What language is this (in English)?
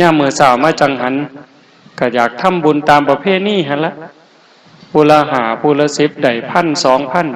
Northeastern Thai